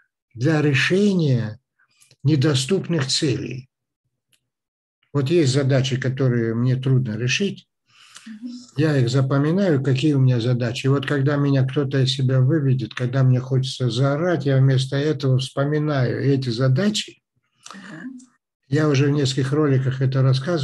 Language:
Russian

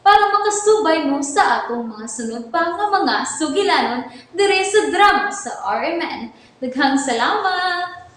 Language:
Cebuano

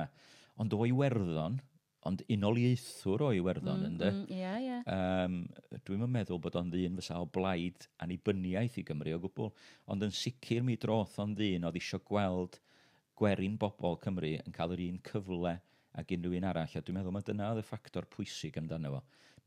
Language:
Welsh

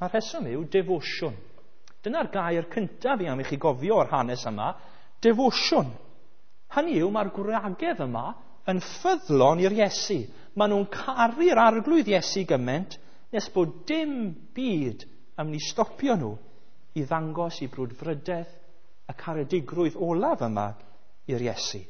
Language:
Welsh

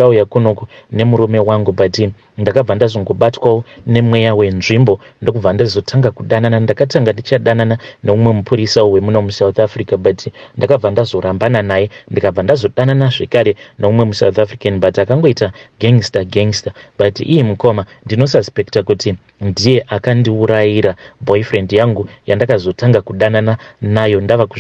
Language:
Shona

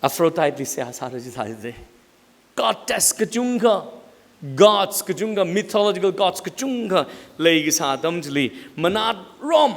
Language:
Tangkhul Naga (India)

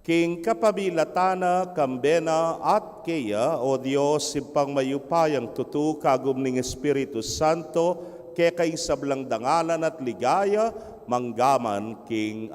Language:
Pampanga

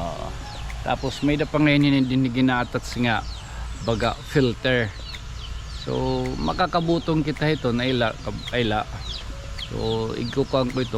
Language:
Waray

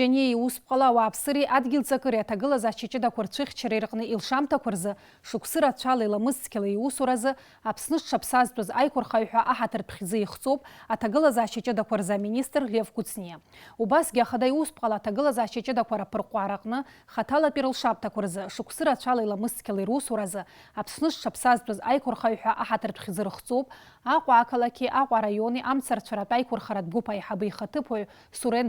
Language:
Abkhazian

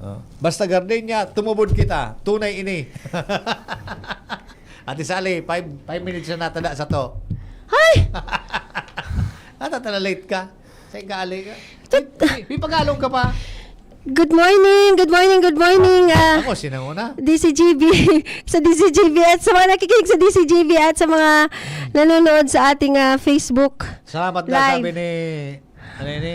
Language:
Bikol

